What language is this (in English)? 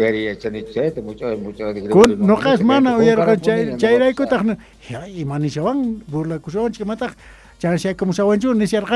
Quechua